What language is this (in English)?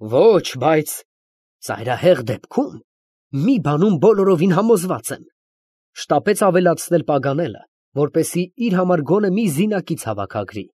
Armenian